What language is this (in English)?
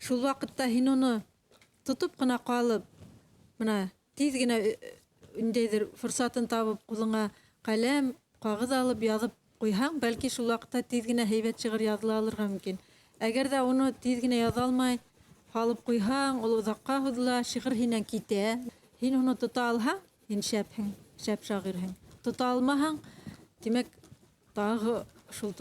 Bashkir